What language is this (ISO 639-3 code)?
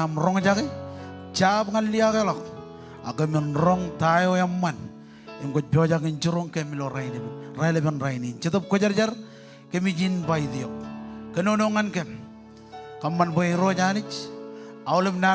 mah